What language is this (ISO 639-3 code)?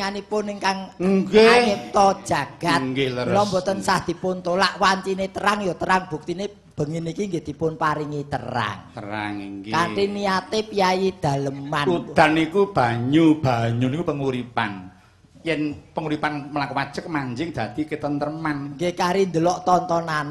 jav